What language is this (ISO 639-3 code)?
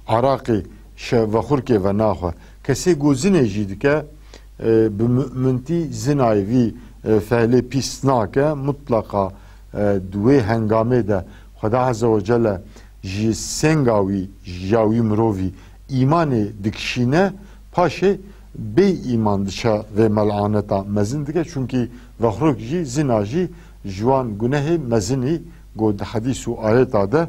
kur